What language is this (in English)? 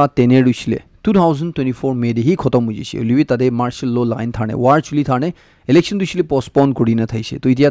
Naga Pidgin